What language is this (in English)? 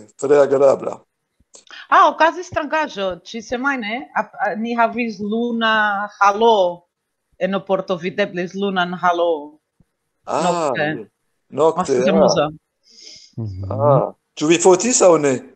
Esperanto